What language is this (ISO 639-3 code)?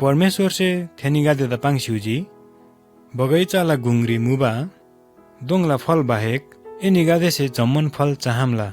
taj